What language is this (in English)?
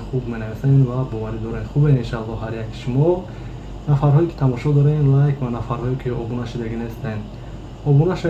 Tajik